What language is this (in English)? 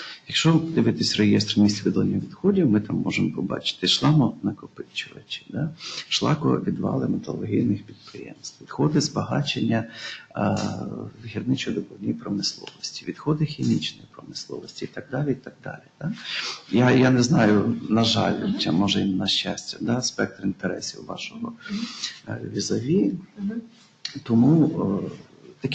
Ukrainian